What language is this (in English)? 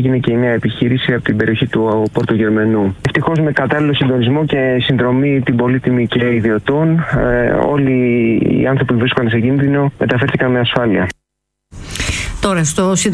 Greek